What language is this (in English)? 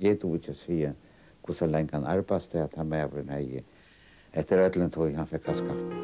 Faroese